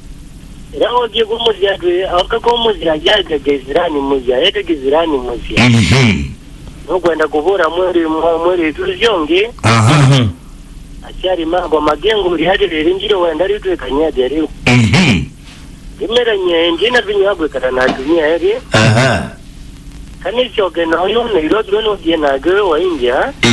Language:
Kamba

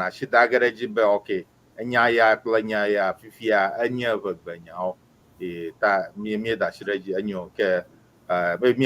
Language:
Ewe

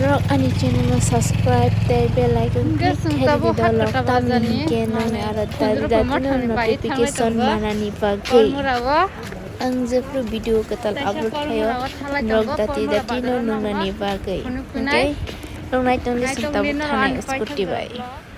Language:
Kok Borok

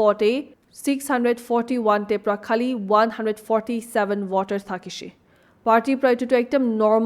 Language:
Naga Pidgin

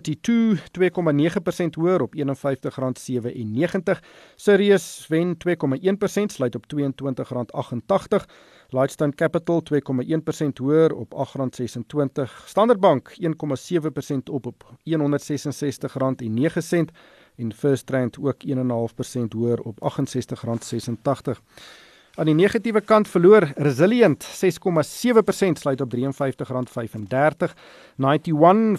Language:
Afrikaans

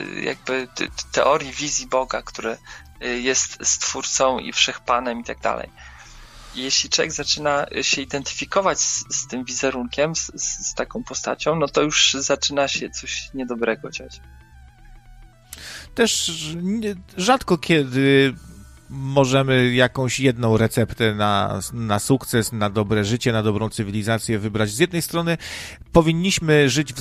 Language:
Polish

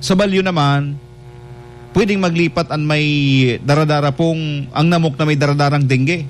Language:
Bikol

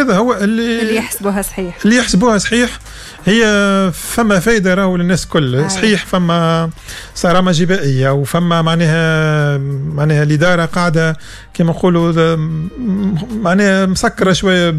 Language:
Tunisian Arabic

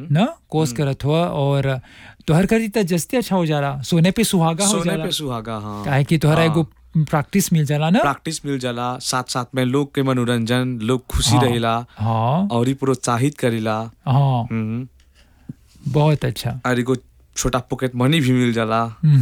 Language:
Bhojpuri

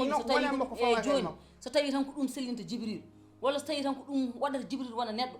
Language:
Fula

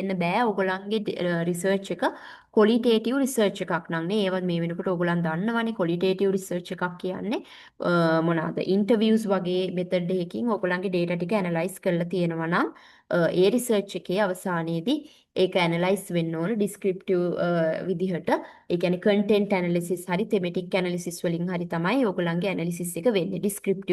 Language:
Sinhala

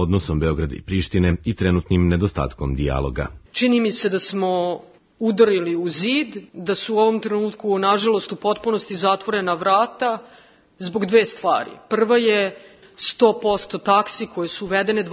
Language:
Serbian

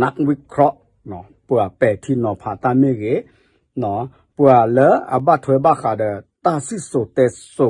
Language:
S'gaw Karen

